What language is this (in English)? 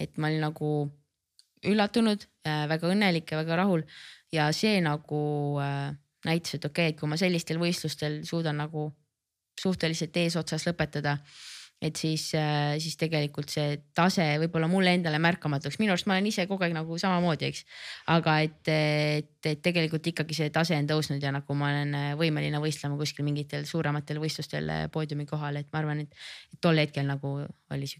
Estonian